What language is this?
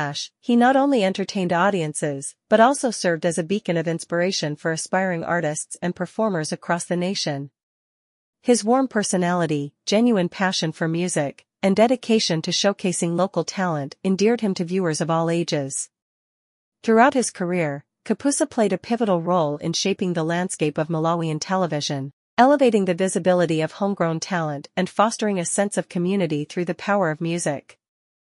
English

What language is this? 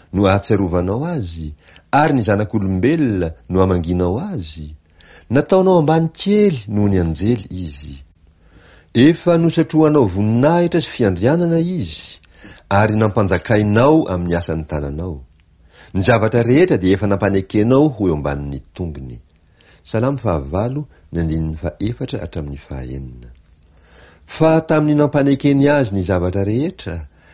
Malagasy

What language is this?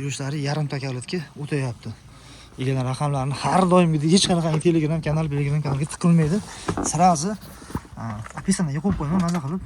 Uzbek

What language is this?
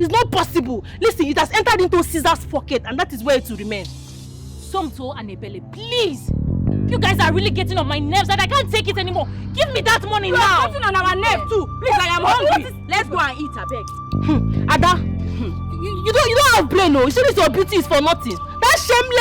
Nigerian Pidgin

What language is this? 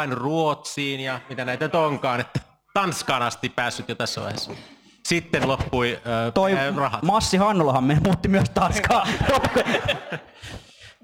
Finnish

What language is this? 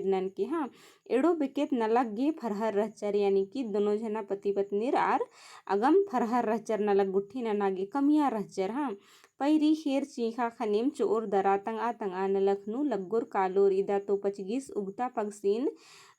Kurukh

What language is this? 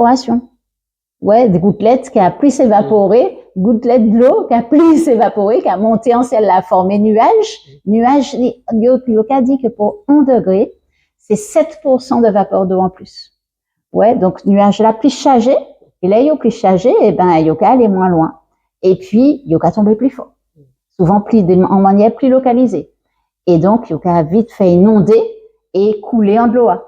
Guadeloupean Creole French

